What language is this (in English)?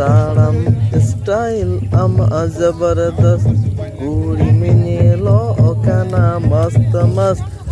Santali